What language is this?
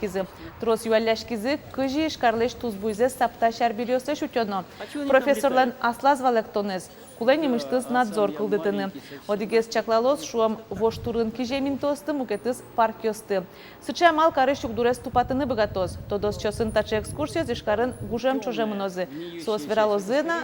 Udmurt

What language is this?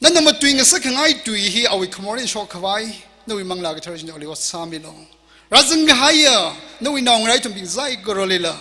Tangkhul Naga (India)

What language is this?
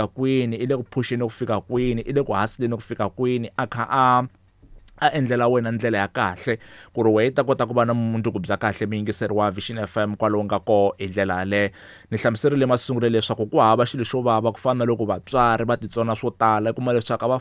Tsonga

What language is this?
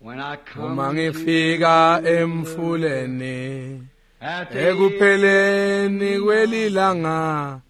Swati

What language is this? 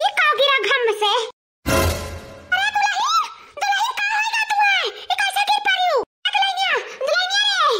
Awadhi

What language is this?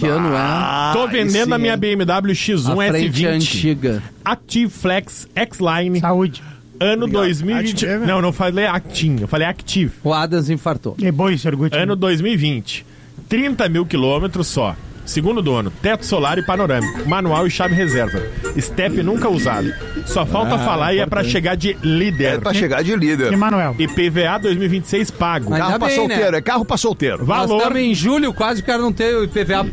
Portuguese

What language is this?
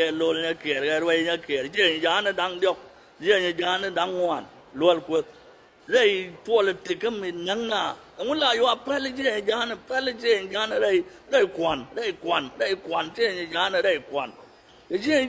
Nuer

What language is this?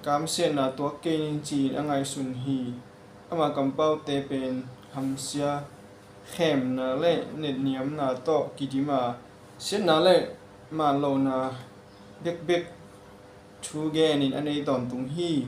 Tedim Chin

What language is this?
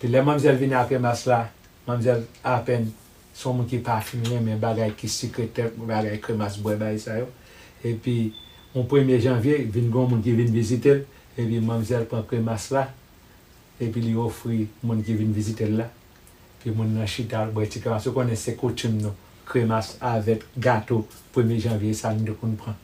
Haitian Creole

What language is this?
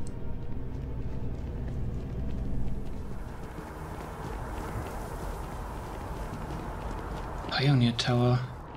German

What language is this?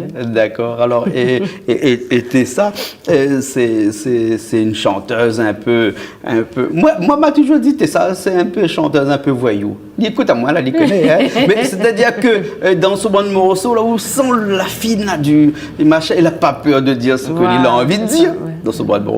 Réunion Creole French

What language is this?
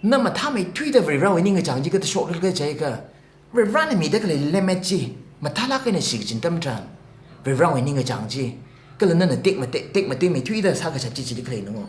Tangkhul Naga (India)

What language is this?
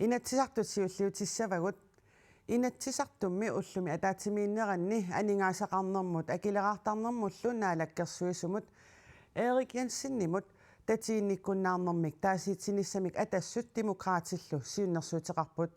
Kalaallisut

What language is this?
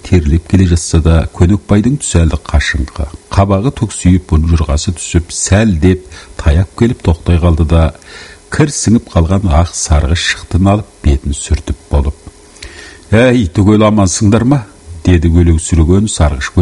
Kazakh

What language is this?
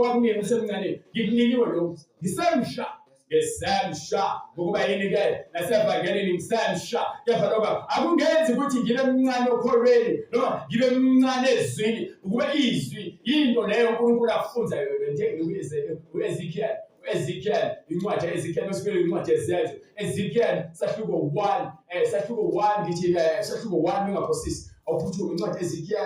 Zulu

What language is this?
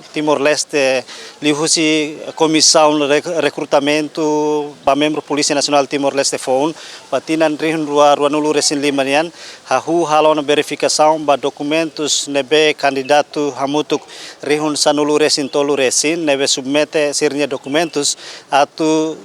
Tetum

